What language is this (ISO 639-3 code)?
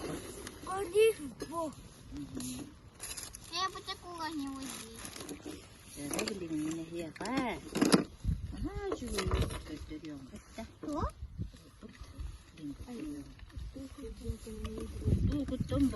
sah